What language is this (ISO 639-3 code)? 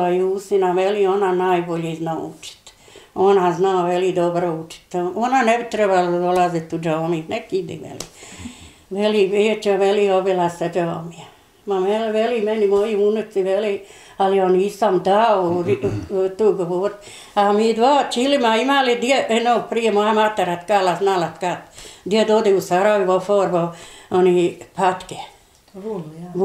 bos